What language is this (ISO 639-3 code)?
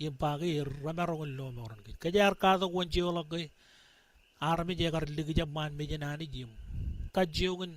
mah